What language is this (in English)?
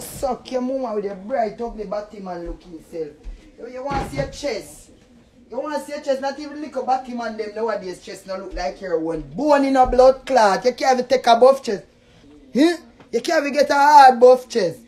Jamaican Creole English